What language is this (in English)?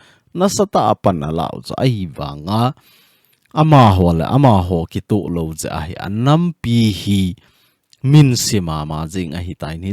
Thado Chin